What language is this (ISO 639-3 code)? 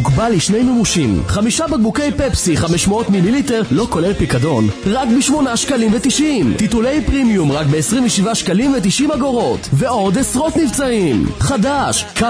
heb